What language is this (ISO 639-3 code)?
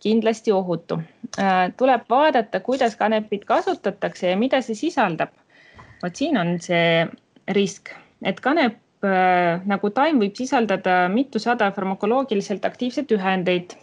est